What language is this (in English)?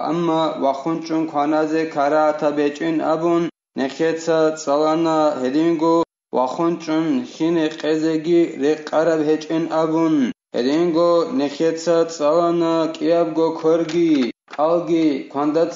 Avaric